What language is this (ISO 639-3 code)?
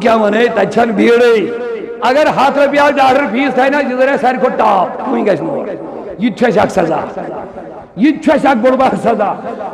kas